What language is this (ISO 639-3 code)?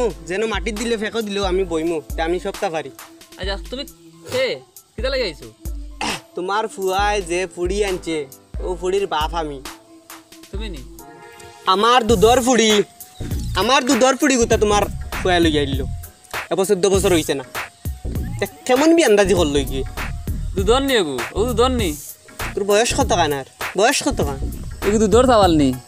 syl